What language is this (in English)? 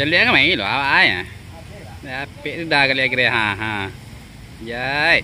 Minangkabau